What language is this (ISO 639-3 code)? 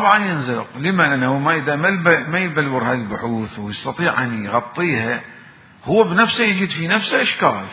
acm